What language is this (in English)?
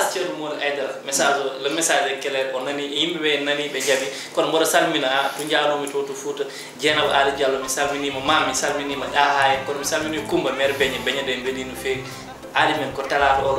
Fula